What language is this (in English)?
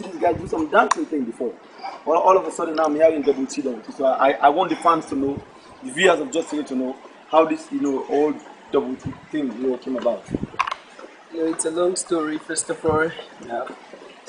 English